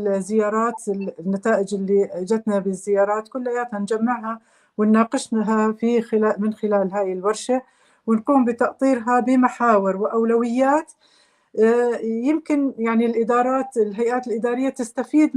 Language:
North Levantine Arabic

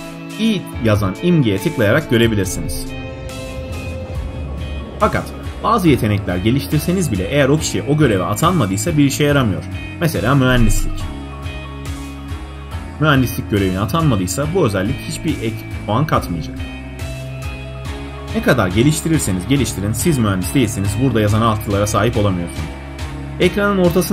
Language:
Turkish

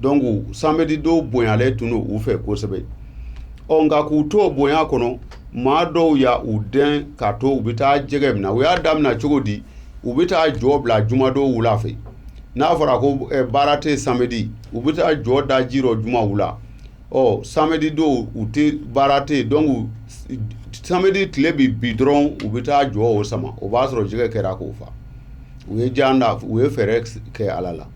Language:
Bambara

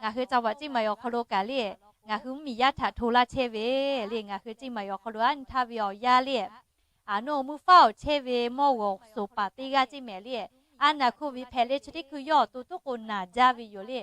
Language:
Lahu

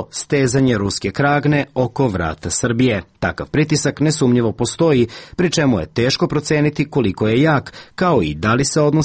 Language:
Serbian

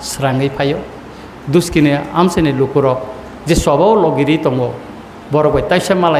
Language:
Kok Borok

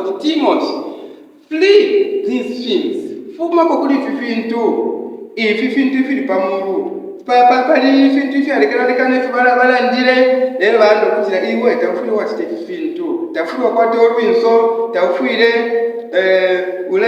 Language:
Bemba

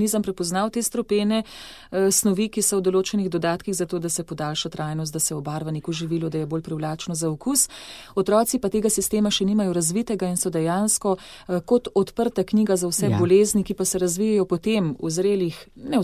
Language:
Slovenian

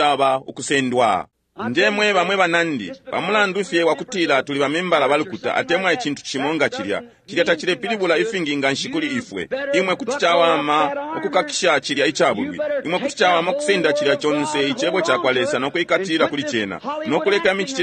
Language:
Bemba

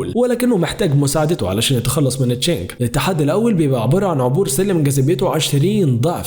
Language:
Egyptian Arabic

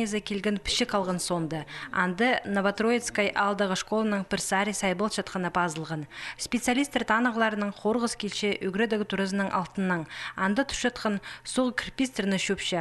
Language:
Khakas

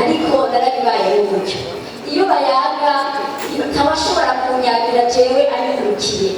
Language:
Rundi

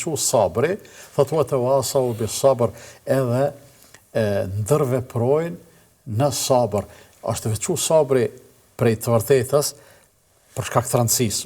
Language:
Albanian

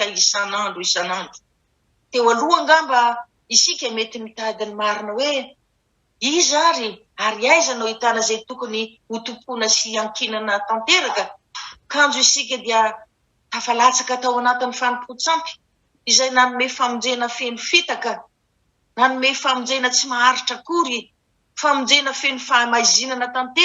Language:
Malagasy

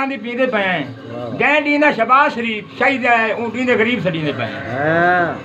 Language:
Saraiki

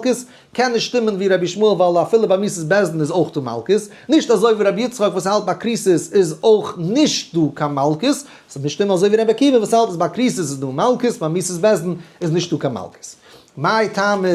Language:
Yiddish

